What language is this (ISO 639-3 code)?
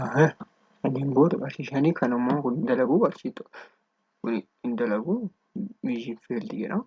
orm